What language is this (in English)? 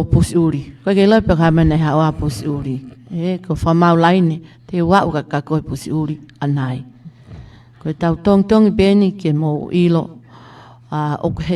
Tongan